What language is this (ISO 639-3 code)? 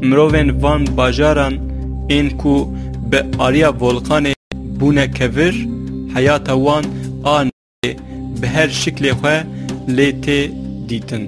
kur